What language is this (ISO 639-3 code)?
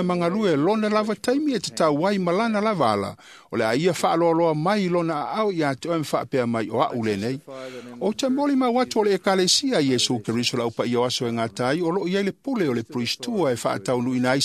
smo